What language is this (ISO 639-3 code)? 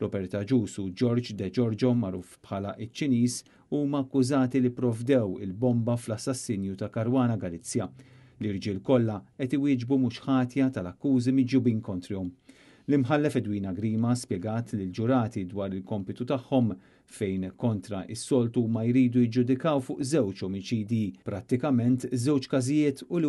mlt